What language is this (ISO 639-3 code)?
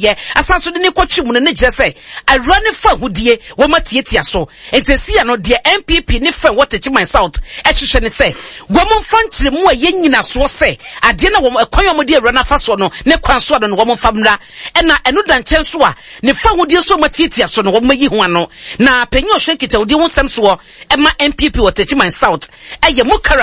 aka